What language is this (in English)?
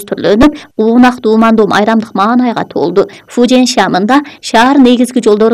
Kyrgyz